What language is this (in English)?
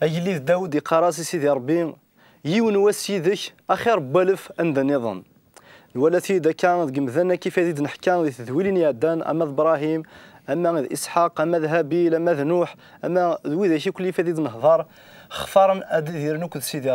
Kabyle